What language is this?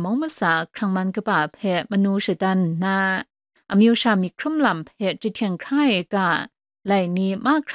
Kachin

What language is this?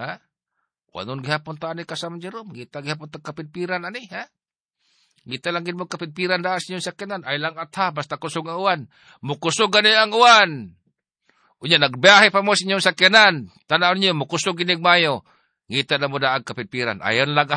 Cebuano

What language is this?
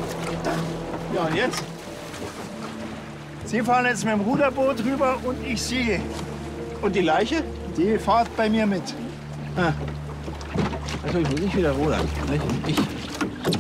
German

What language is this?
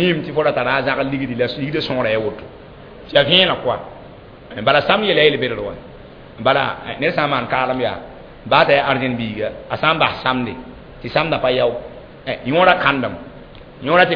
Mossi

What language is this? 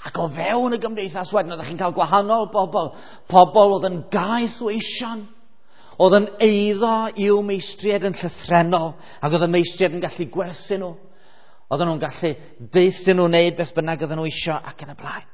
Welsh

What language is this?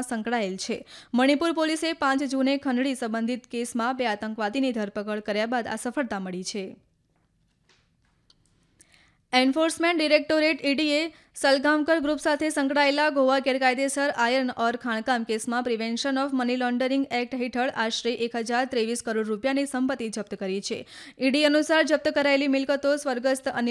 Gujarati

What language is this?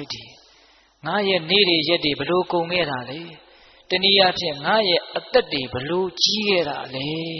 Burmese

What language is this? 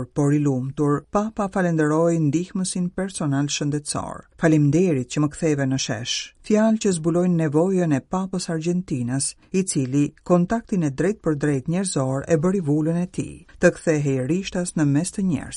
Albanian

